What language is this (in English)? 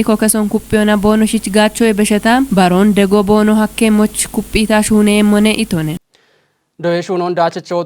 Kafa